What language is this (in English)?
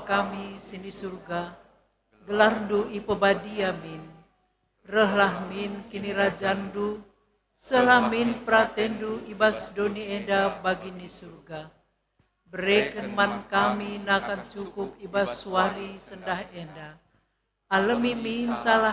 Batak Karo